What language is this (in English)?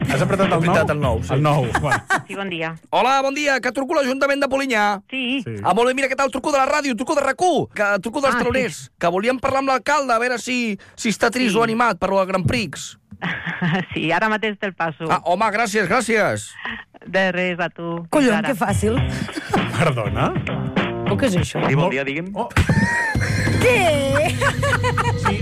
Catalan